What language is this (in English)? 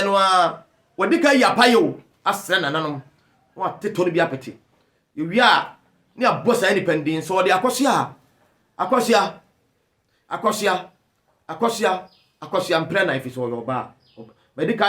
Akan